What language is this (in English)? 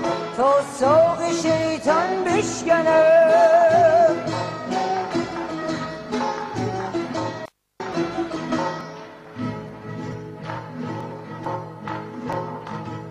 Persian